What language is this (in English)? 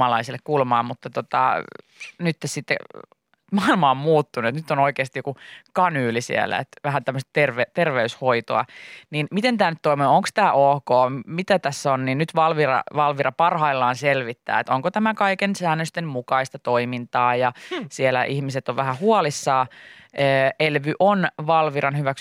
Finnish